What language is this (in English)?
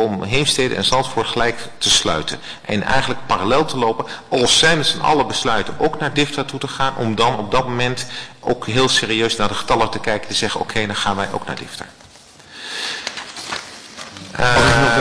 Dutch